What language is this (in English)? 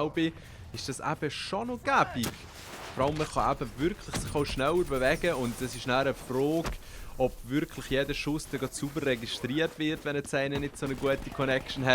Swiss German